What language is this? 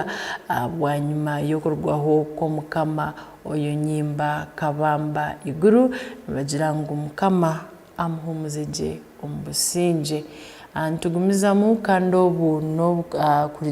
Tooro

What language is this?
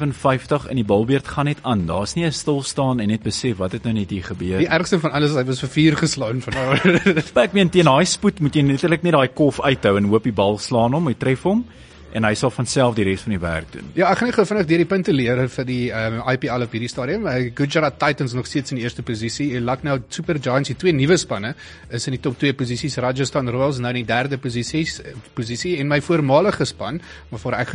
Afrikaans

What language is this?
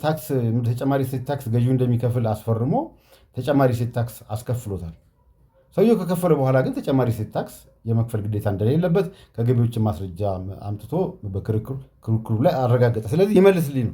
Amharic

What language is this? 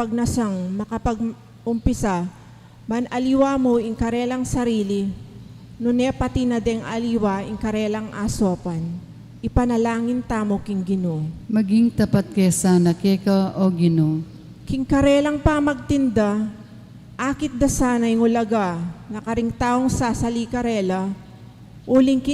Pampanga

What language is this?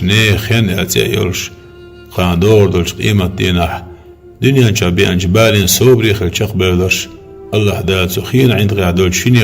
Chechen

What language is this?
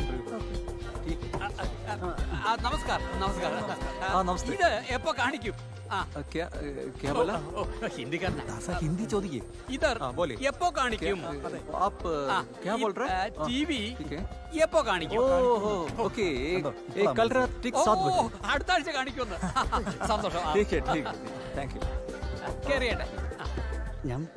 Malayalam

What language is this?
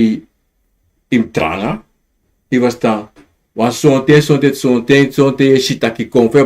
Sranan Tongo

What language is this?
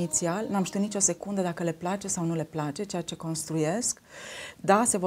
Romanian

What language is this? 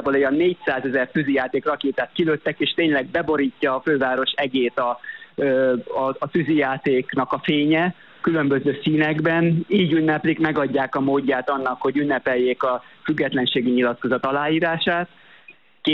Hungarian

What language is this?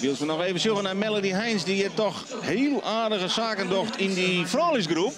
Western Frisian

